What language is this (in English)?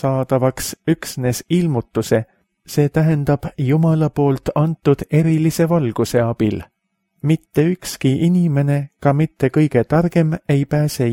Estonian